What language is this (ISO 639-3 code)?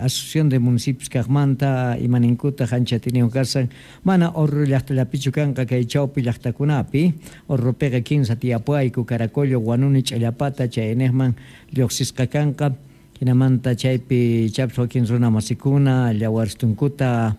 quh